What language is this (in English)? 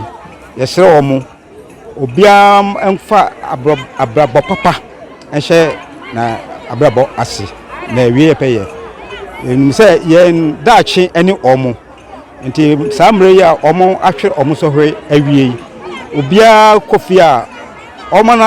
Akan